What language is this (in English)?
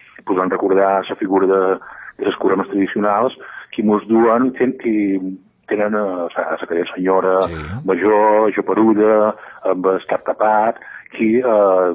Catalan